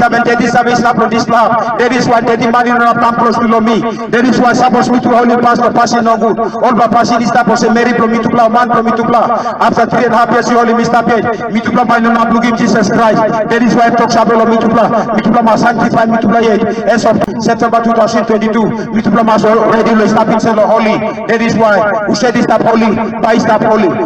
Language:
Tok Pisin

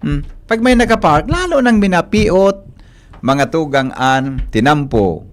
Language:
Bikol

